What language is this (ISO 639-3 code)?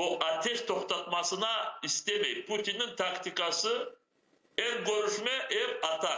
crh